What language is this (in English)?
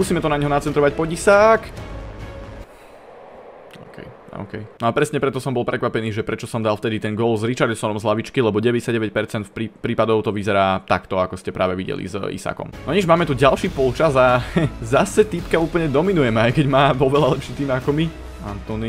Slovak